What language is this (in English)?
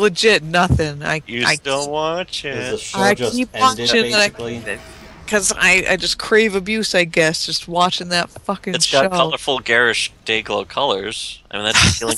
English